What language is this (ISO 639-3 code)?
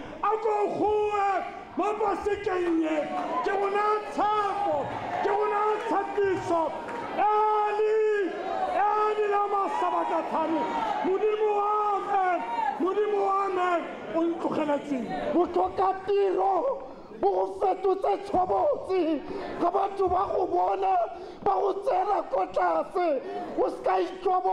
tsn